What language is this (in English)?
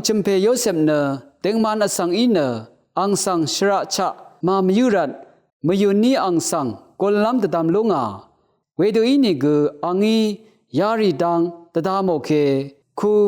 Rawang